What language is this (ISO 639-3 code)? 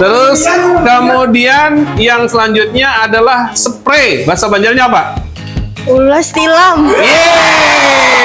bjn